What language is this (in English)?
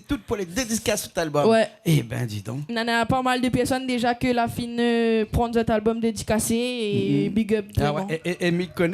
Réunion Creole French